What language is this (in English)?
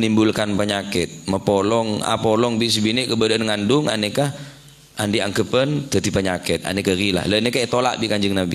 Madurese